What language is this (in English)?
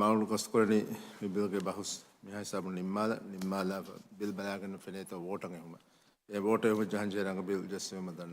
Divehi